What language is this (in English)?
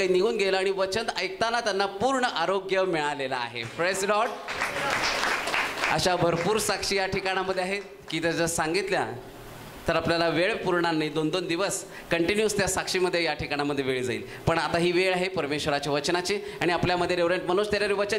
Marathi